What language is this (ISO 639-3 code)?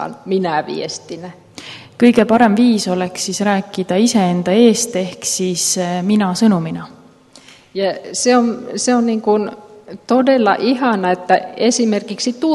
est